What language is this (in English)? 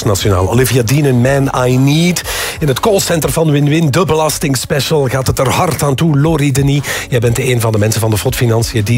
Dutch